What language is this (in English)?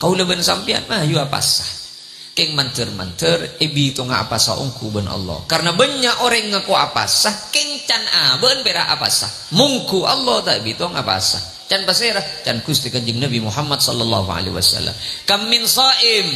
Madurese